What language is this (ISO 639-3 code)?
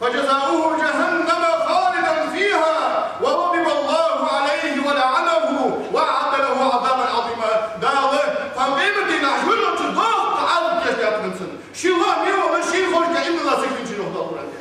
inh